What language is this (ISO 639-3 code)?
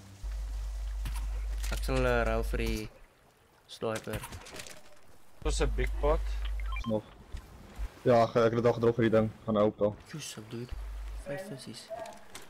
afr